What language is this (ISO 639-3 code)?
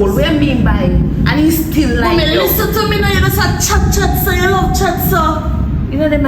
jam